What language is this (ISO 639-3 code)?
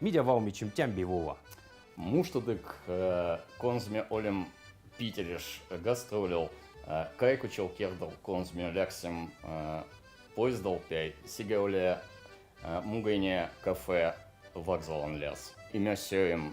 vep